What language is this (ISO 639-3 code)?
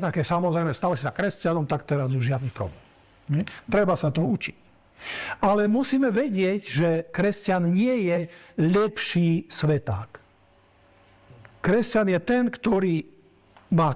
slk